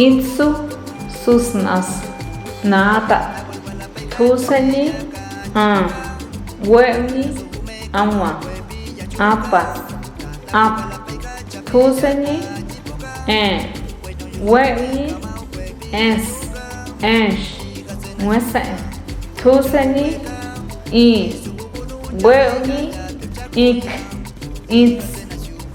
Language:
Páez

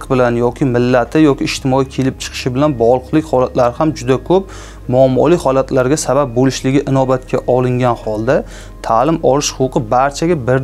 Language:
Uzbek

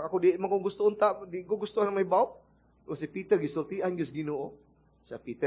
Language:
Cebuano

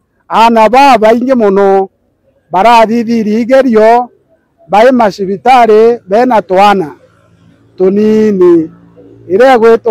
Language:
Meru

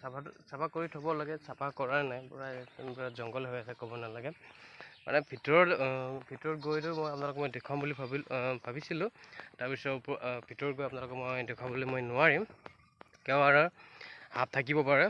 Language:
Assamese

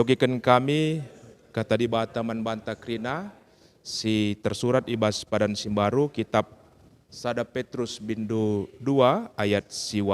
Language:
Batak Karo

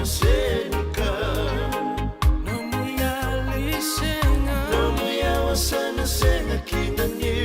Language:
Fijian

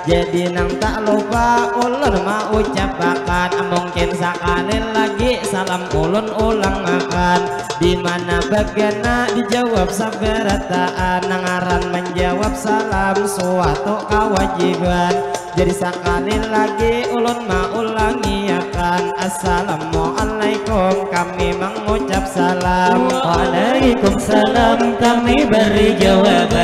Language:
Banjar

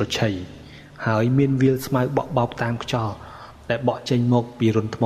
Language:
Khmer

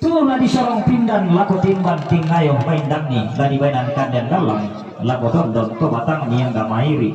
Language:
Toraja-Sa'dan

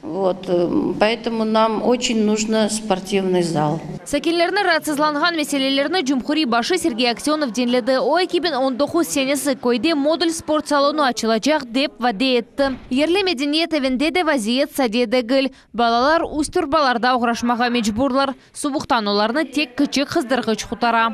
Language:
Crimean Tatar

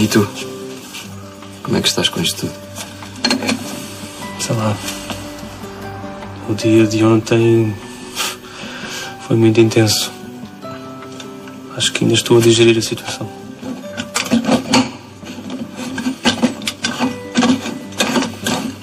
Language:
Portuguese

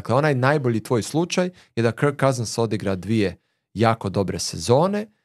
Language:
Croatian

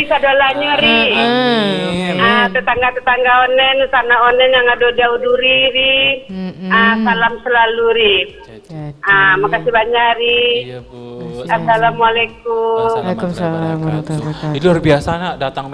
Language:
Minangkabau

